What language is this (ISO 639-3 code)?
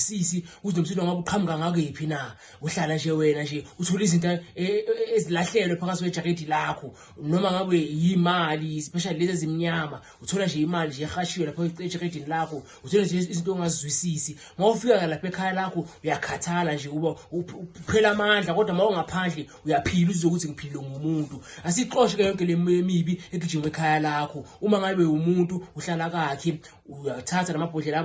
zul